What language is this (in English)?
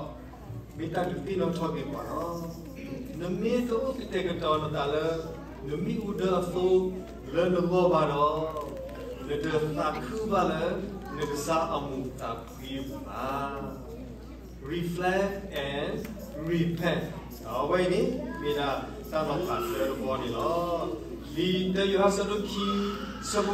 S'gaw Karen